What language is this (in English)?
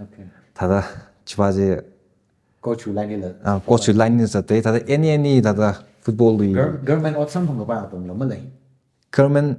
Tangkhul Naga (India)